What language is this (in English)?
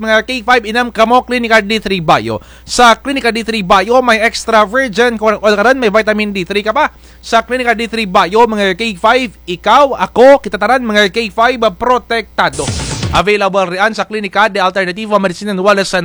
Kinaray-a